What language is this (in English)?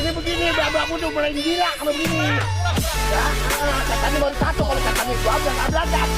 Betawi